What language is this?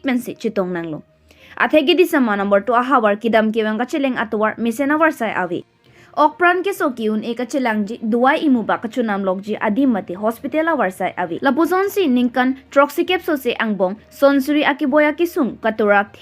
Karbi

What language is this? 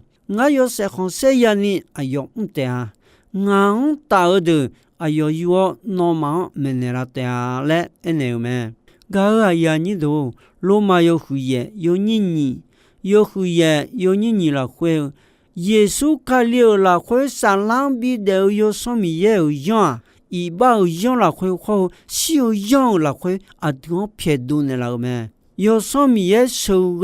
Akha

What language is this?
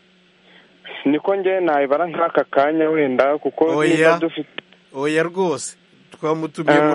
Kinyarwanda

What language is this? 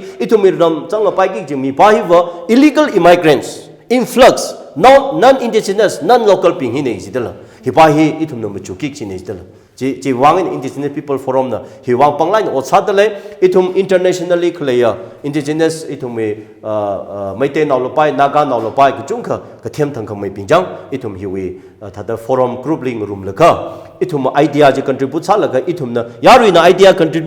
Tangkhul Naga (India)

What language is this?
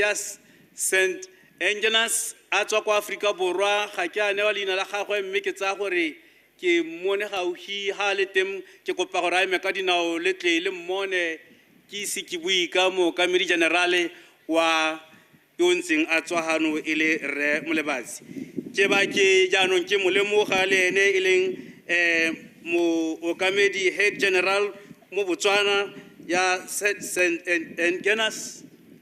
Tswana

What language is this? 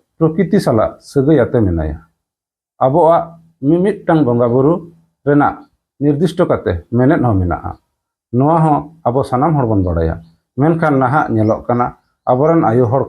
Santali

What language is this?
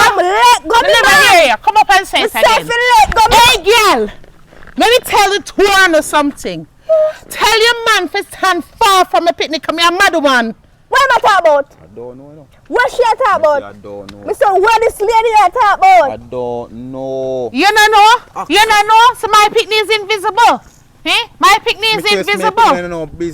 Jamaican Creole English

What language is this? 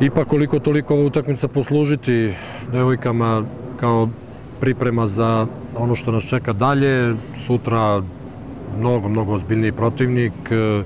Serbian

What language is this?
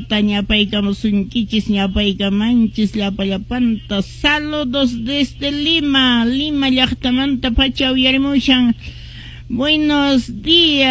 Quechua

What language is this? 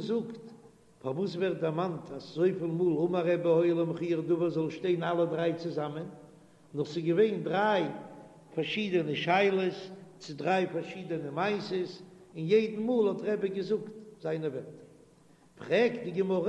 Yiddish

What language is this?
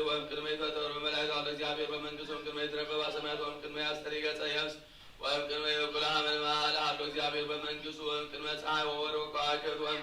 Geez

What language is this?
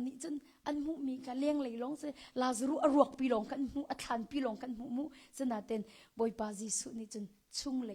Hakha Chin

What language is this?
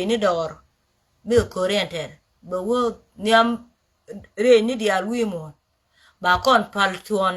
Nuer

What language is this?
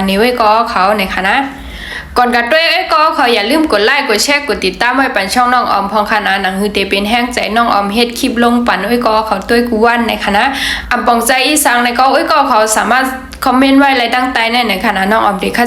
Shan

